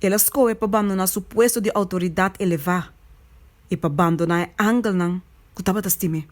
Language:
Papiamento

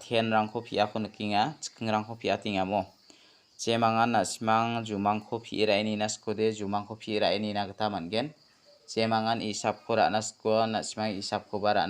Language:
Garo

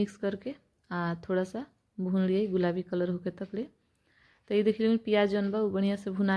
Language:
Bhojpuri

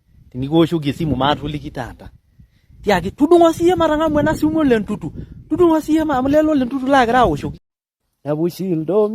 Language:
Masai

